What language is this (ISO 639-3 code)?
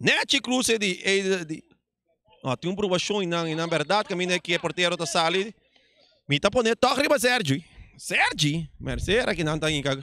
pap